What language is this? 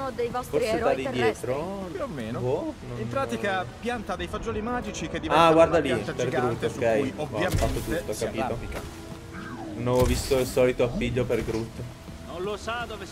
Italian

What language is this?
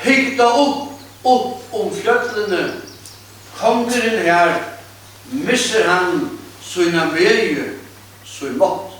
Faroese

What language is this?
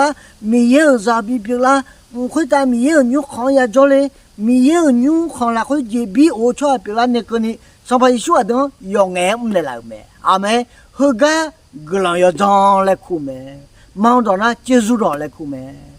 Akha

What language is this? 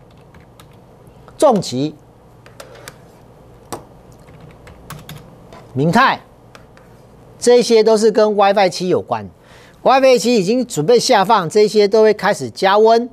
Chinese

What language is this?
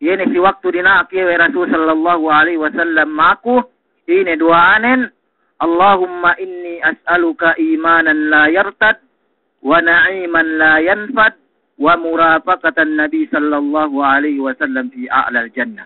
Yakan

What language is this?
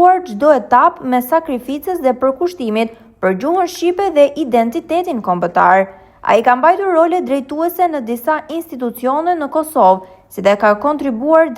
Albanian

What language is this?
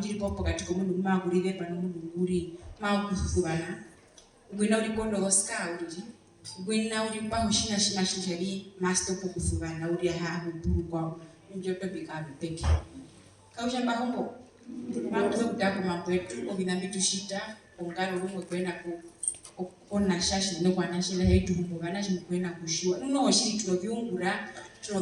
Herero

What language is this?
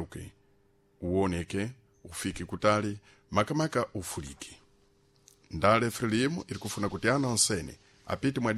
Sena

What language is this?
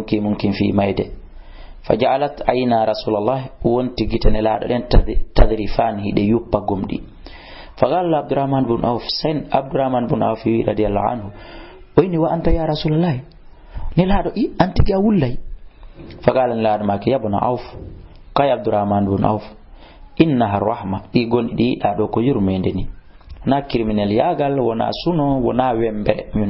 Fula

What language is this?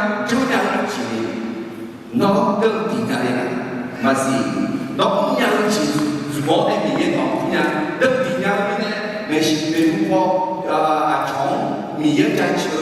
Akha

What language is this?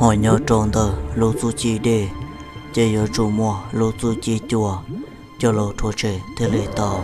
Hmong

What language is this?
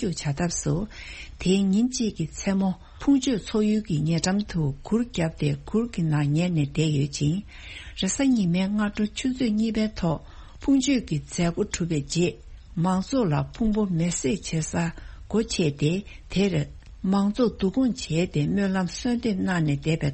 Tibetan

